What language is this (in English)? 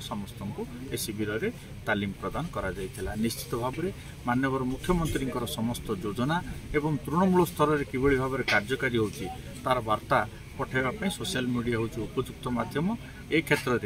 Odia